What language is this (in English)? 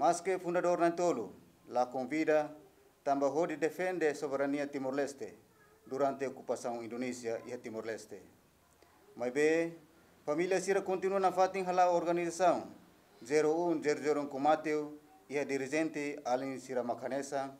Tetum